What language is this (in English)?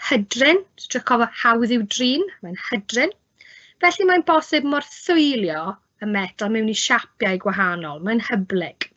Welsh